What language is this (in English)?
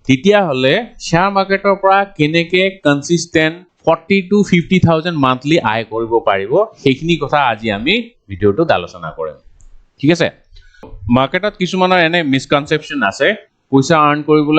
Assamese